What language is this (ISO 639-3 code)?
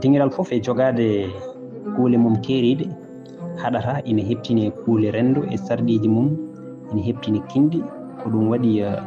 ful